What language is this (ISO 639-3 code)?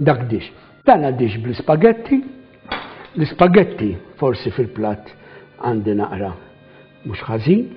mlt